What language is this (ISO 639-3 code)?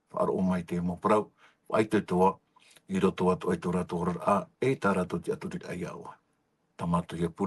tah